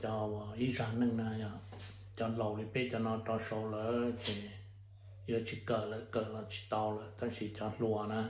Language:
Hmong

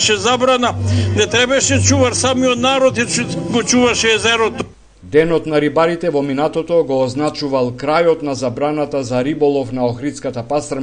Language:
Macedonian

